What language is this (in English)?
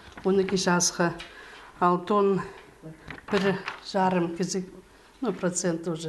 Khakas